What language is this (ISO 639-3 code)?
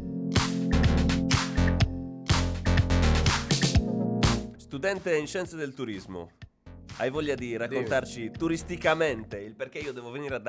ita